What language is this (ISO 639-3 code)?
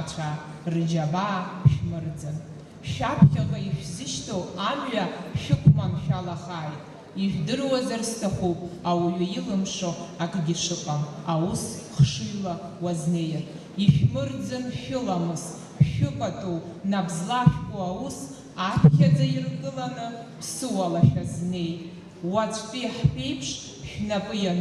abk